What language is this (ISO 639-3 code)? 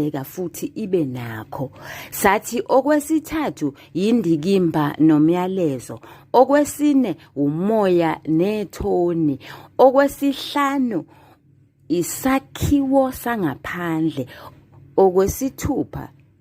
zul